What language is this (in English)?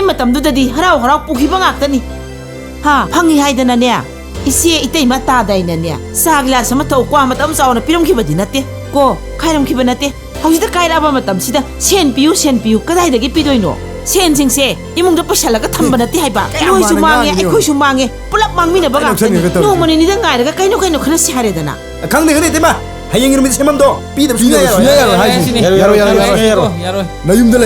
Manipuri